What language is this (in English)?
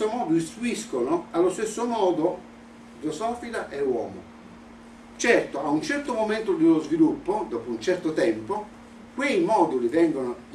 Italian